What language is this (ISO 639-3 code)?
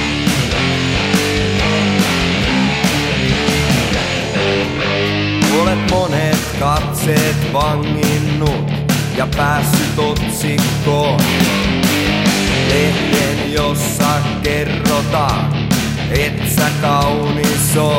fin